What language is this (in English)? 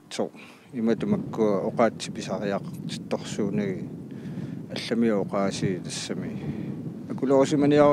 Kalaallisut